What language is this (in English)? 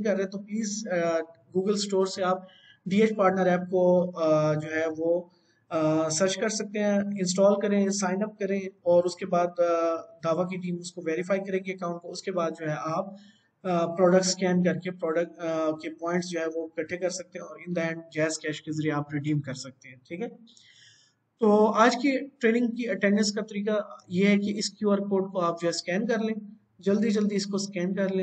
Hindi